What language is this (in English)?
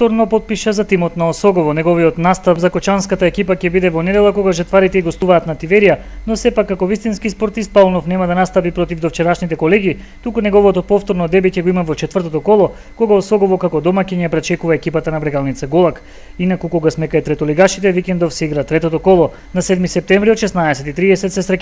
Macedonian